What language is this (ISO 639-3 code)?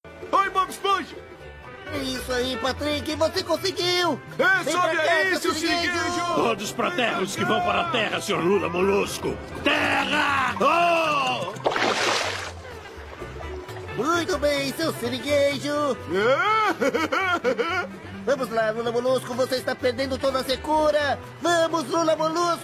por